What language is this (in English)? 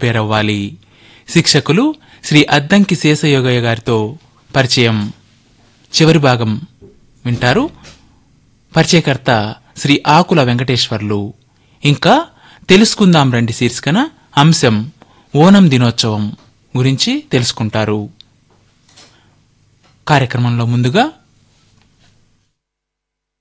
Telugu